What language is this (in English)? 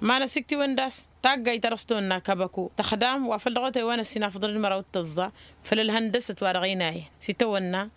Tamasheq